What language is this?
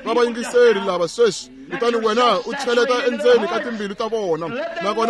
Tsonga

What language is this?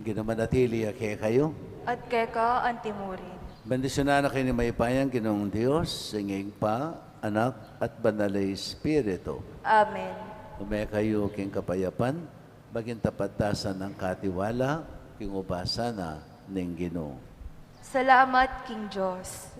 Pampanga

